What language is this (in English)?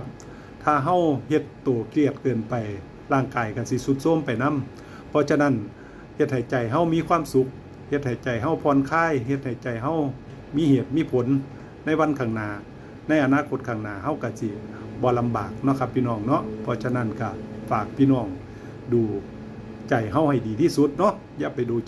Northeastern Thai